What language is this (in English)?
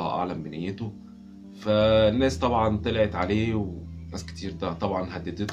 Egyptian Arabic